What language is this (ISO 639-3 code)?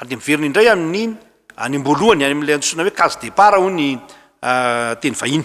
mlg